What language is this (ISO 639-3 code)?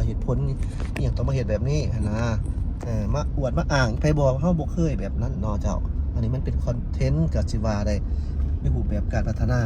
lao